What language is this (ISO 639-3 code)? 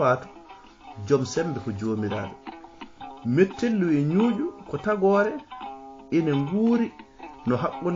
ful